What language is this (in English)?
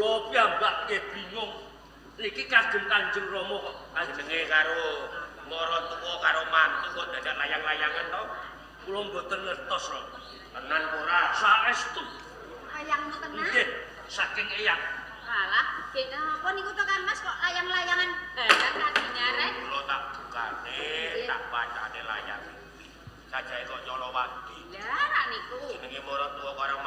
Javanese